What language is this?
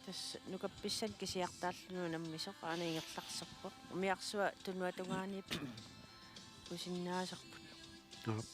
Kalaallisut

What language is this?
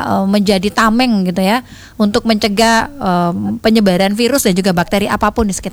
Indonesian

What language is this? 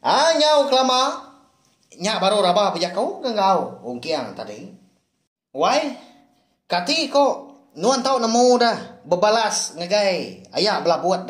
Iban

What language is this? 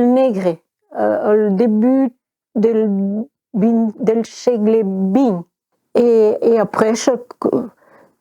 Occitan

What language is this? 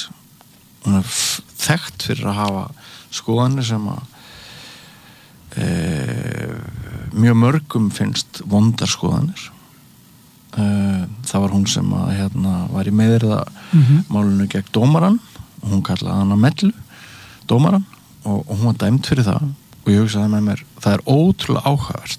Icelandic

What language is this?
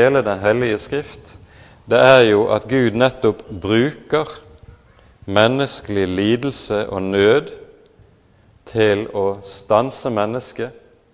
Norwegian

